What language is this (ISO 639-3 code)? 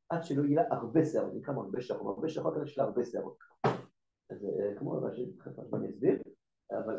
heb